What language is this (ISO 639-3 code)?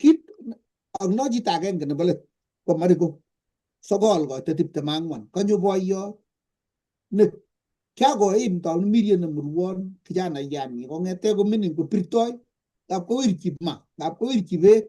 kln